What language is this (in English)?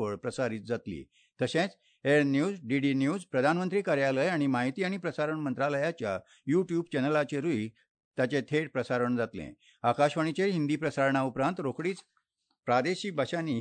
Konkani